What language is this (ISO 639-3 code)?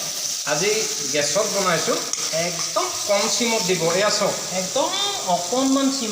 asm